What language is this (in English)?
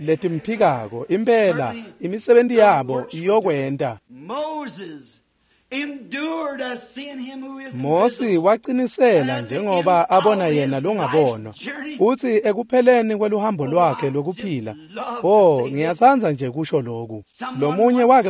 Swati